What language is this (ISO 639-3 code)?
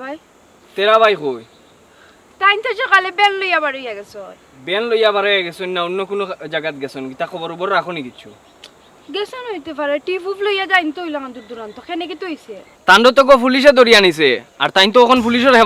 syl